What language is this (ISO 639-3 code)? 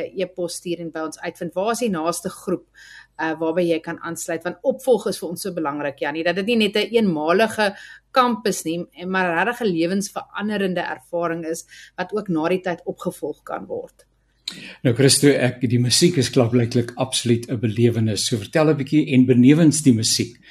afr